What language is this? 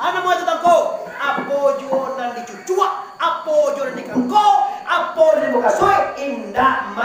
Minangkabau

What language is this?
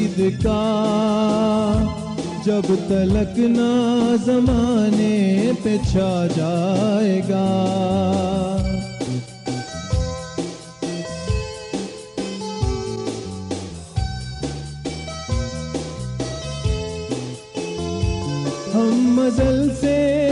Urdu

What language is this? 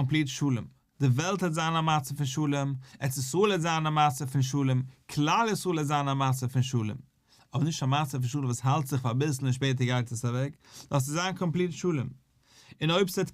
Yiddish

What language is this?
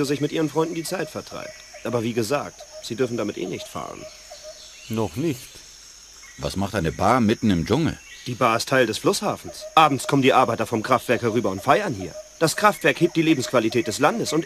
Bavarian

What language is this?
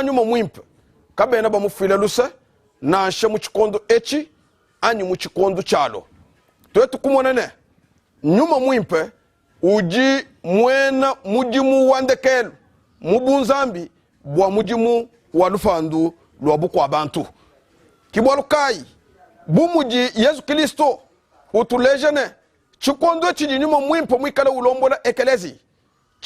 Luba-Lulua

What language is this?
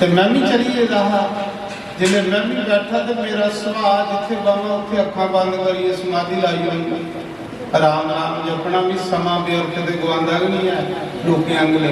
Dogri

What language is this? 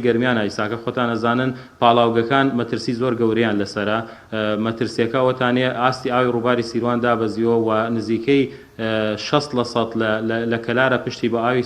Central Kurdish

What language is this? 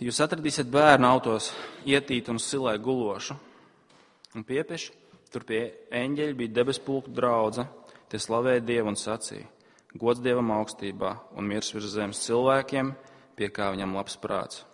Latvian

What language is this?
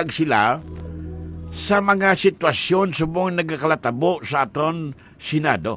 Hiligaynon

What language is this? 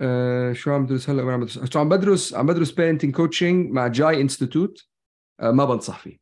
North Levantine Arabic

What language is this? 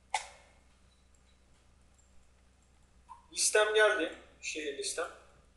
Turkish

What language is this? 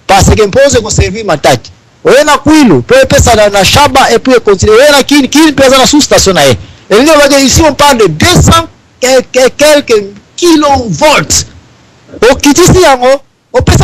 Lingala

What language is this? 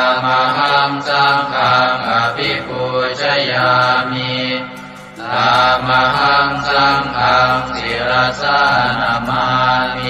Pali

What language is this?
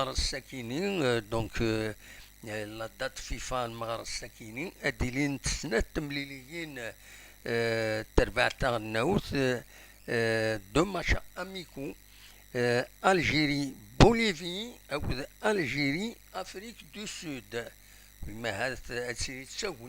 Kabyle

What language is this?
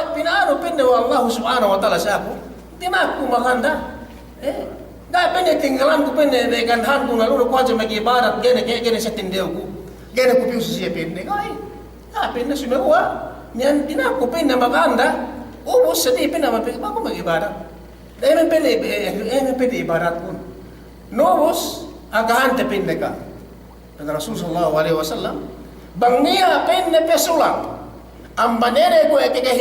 Yakan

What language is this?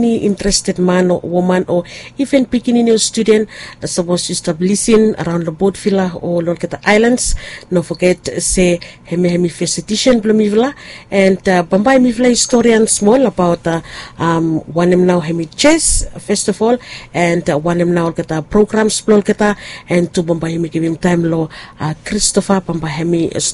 Bislama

